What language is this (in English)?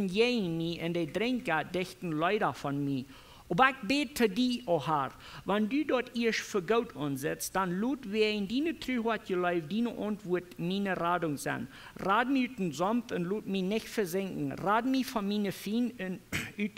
Plautdietsch